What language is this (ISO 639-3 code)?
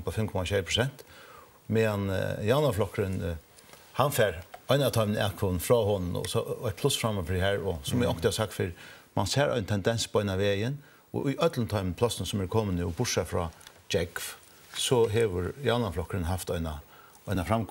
fao